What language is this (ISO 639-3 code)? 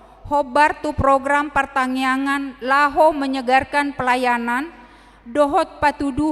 bbc